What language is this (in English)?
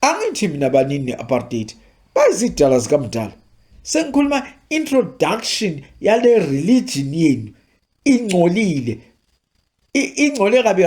Zulu